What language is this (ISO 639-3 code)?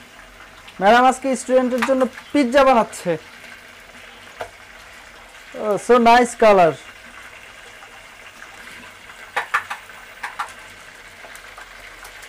ben